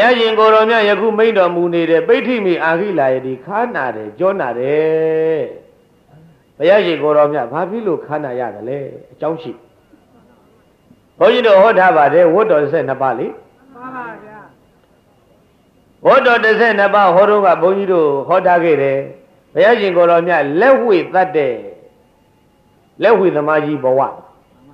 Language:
Burmese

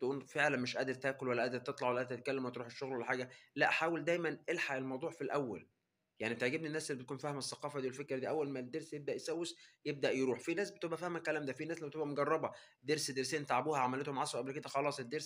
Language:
Egyptian Arabic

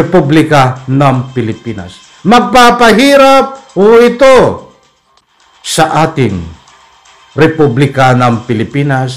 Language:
Filipino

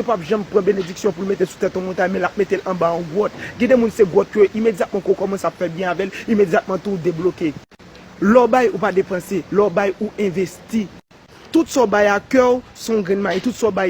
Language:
Haitian Creole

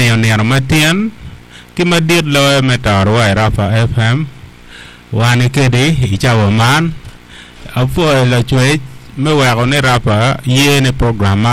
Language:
Acoli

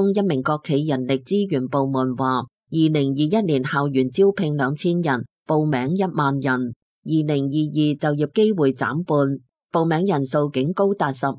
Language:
Cantonese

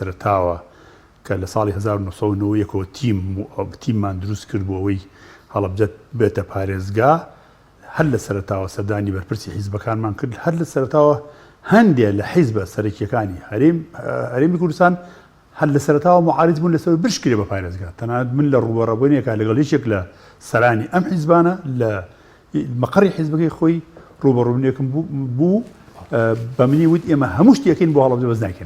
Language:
Central Kurdish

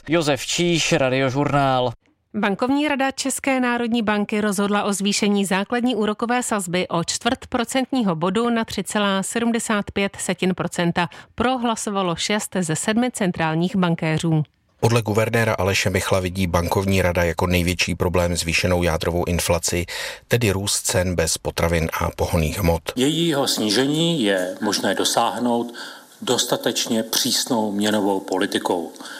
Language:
Czech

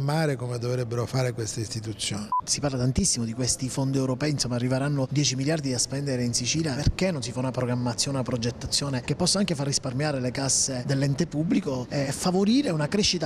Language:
Italian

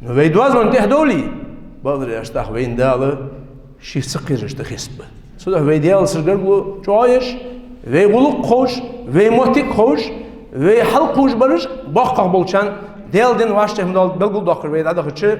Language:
Ingush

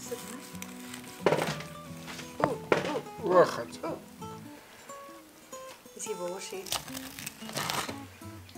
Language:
Afrikaans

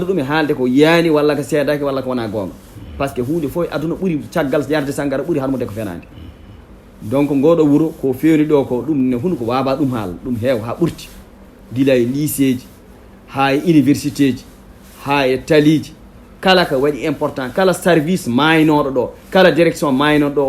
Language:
Fula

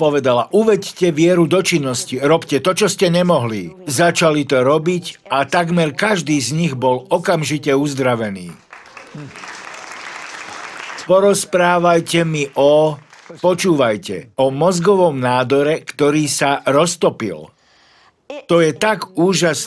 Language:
Slovak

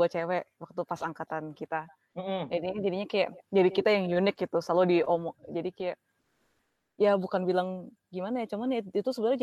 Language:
Indonesian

